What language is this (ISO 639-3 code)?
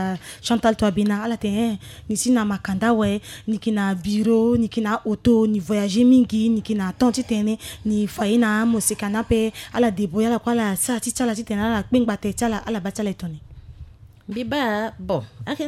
sag